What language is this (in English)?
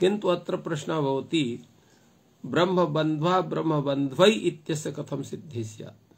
Sanskrit